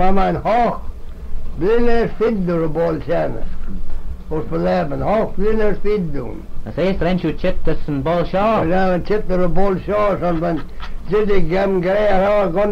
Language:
Manx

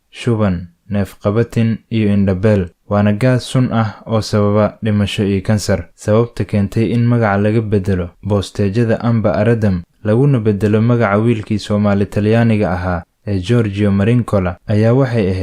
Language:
Somali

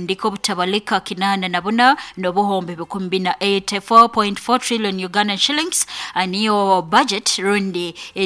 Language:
Nyoro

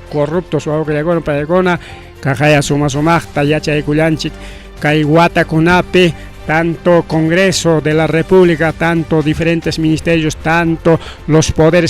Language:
Ayacucho Quechua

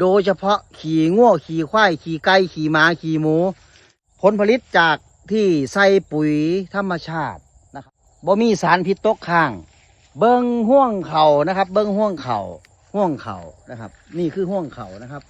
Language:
Northeastern Thai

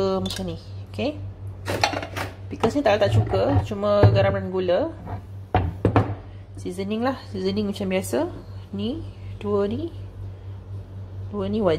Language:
Malay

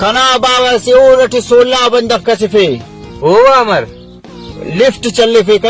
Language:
Brahui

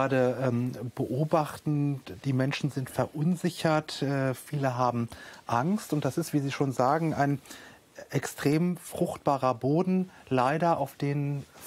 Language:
German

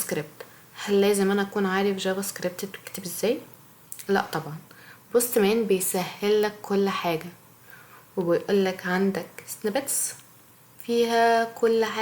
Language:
Egyptian Arabic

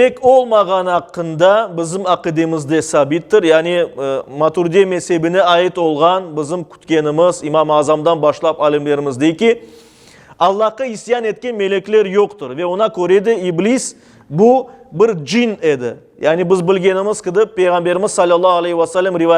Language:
Crimean Tatar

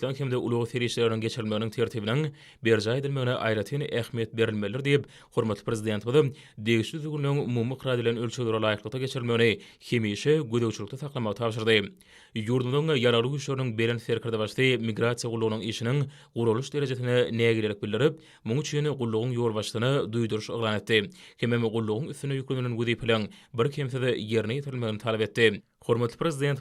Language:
Turkmen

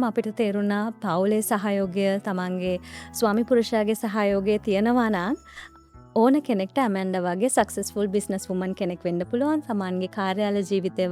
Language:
Sinhala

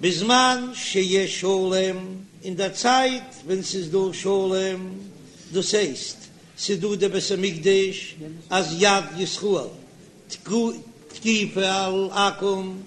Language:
Yiddish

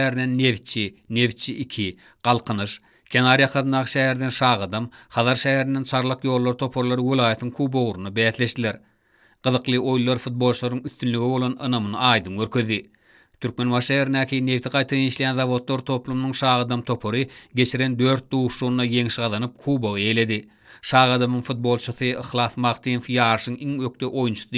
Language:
Turkmen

